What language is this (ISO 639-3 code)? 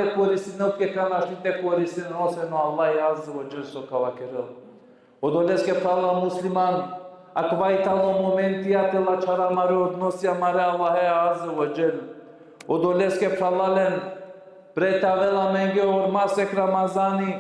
rmn